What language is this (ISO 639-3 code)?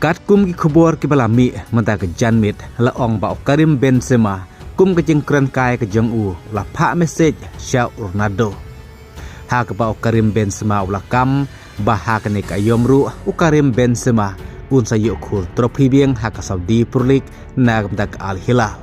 kha